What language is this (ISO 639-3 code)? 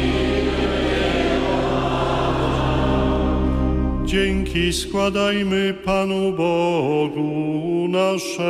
pol